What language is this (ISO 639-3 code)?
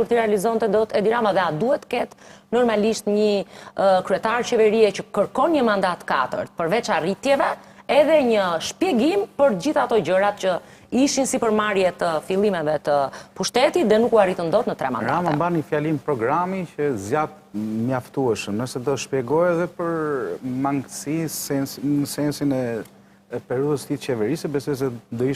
sqi